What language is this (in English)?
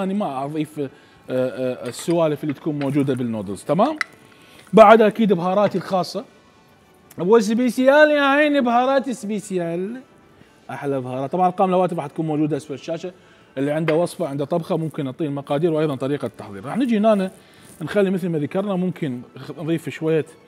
Mesopotamian Arabic